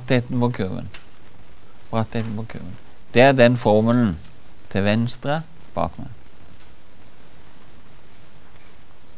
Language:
Norwegian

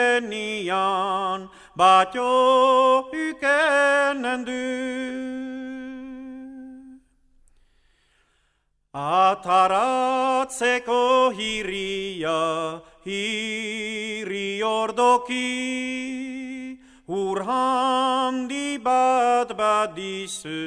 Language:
Basque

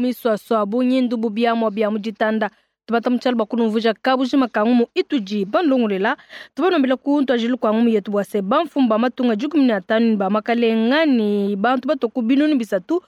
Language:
Luba-Lulua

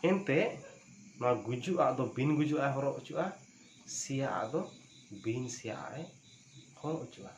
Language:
Santali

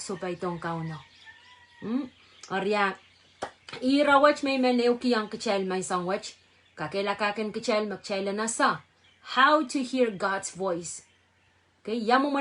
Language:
Pohnpeian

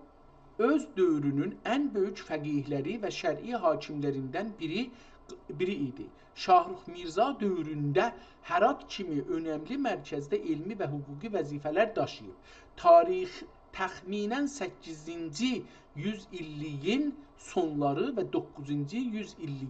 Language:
South Azerbaijani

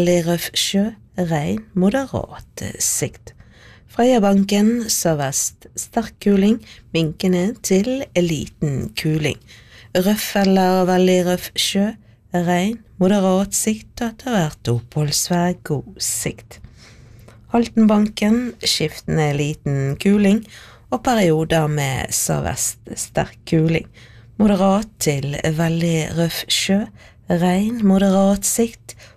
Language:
Norwegian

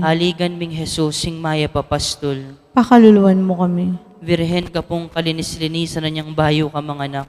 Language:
Pampanga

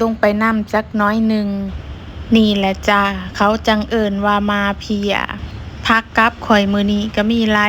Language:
Lao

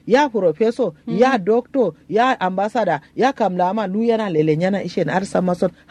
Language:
Kanuri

